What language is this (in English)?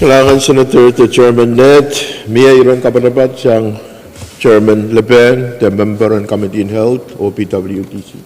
Pohnpeian